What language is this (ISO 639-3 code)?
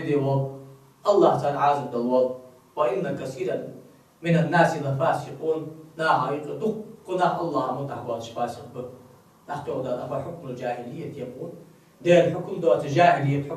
inh